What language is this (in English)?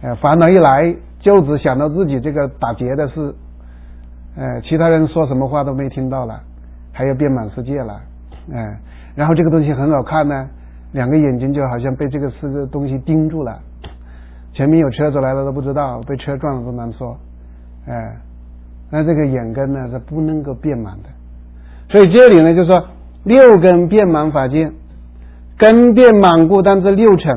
Chinese